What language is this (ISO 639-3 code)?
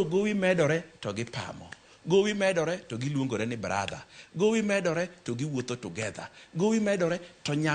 luo